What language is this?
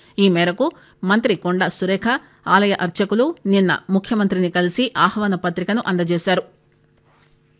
Telugu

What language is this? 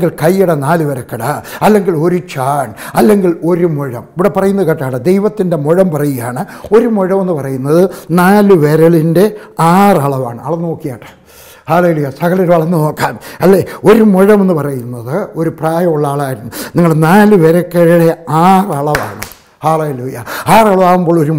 Malayalam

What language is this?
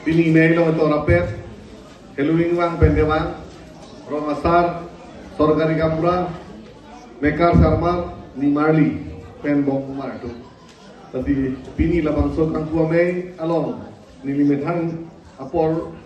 Karbi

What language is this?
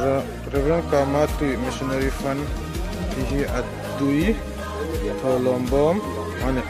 Hmar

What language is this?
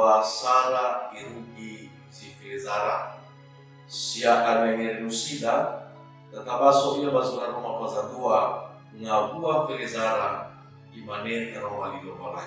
Nias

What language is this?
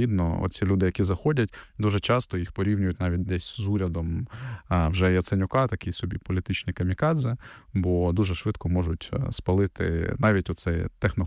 Ukrainian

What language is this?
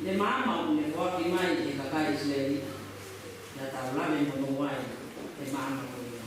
Tongan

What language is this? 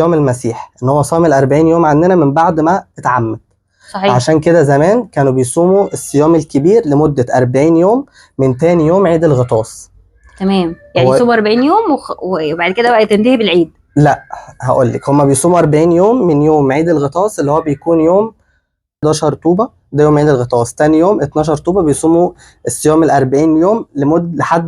Egyptian Arabic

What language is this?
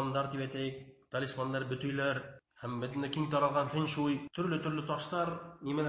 Bashkir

